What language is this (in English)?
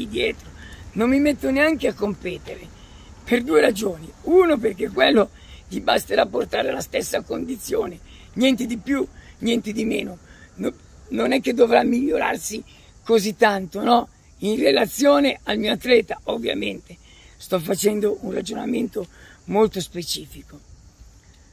Italian